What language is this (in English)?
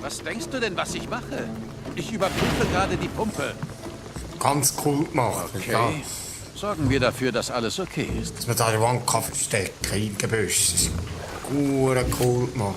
Swiss German